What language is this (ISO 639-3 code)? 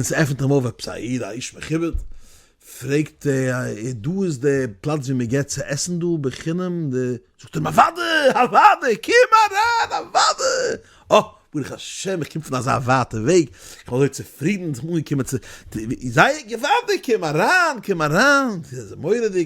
yid